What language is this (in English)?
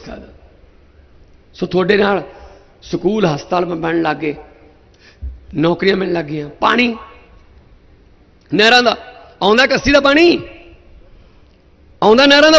Punjabi